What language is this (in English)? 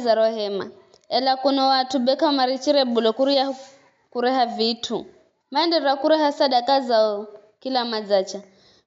Giryama